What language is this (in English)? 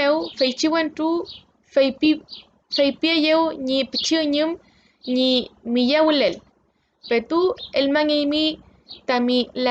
Mapuche